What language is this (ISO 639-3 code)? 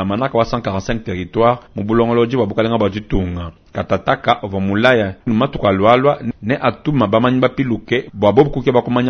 lua